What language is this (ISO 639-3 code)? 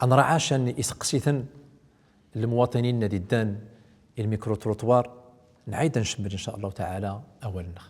tzm